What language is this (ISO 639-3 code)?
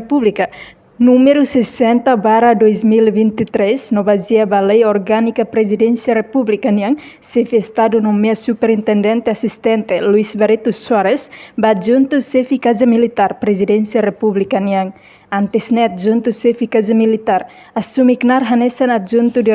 tet